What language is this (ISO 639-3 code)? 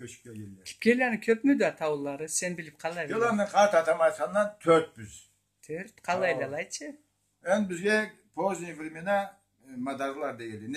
krc